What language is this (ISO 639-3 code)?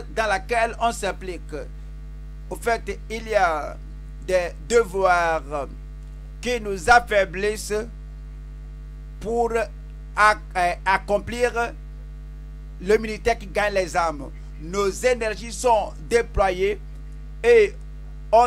fra